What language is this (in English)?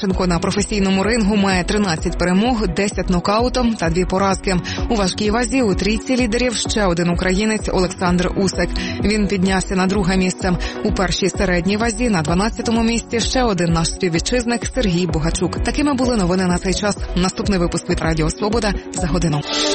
Ukrainian